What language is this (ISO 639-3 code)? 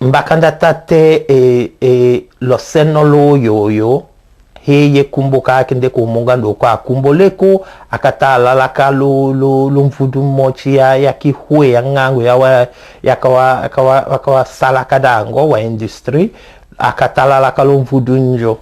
tll